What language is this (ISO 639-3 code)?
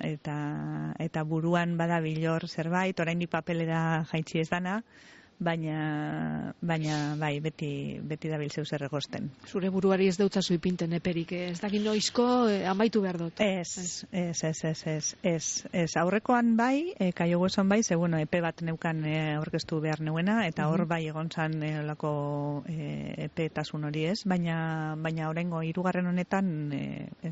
eus